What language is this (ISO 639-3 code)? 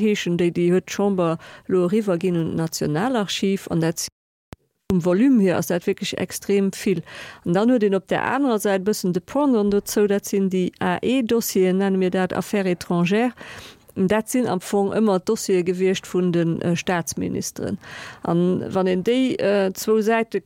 ltz